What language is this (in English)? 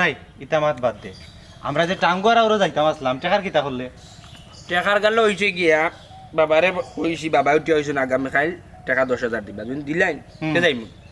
Sylheti